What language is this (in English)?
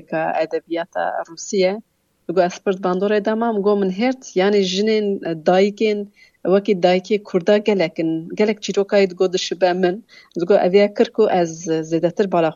Kurdish